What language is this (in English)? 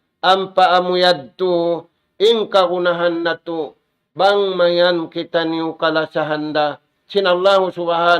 Tausug